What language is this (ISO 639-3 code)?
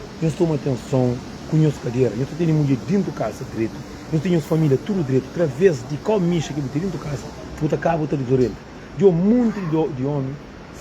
kea